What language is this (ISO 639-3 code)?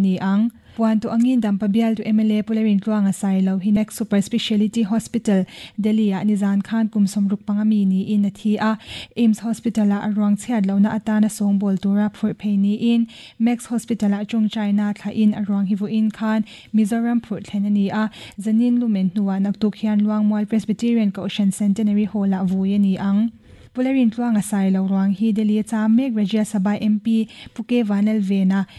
lus